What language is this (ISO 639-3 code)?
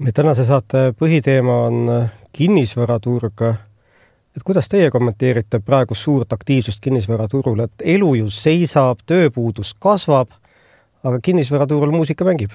est